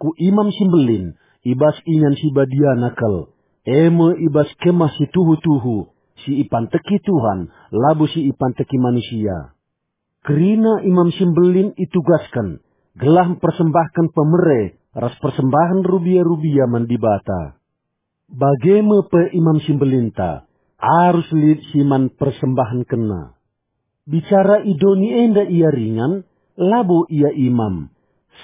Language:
Batak Karo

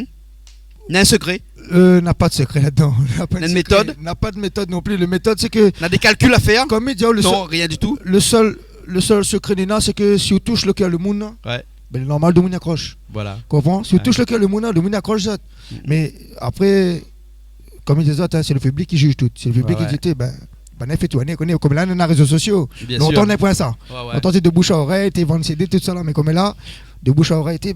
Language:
Réunion Creole French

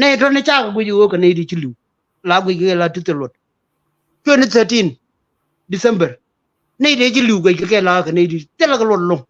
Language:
Nuer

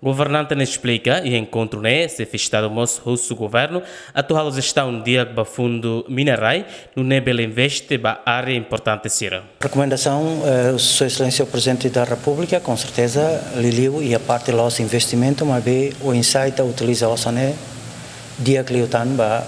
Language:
Tetum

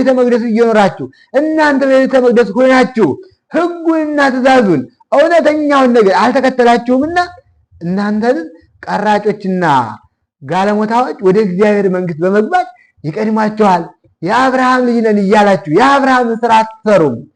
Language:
Amharic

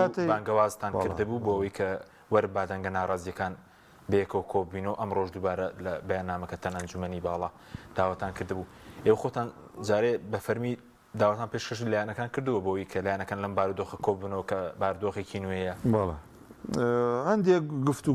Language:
Central Kurdish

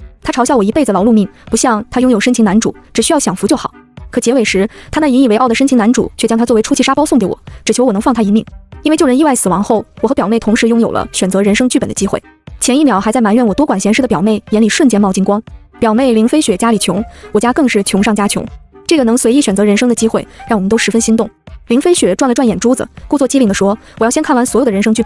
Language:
Chinese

